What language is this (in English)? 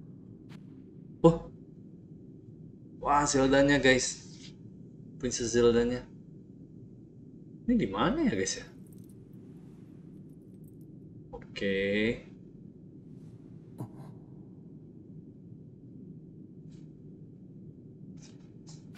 Indonesian